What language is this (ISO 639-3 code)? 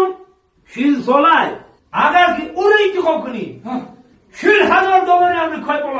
tgk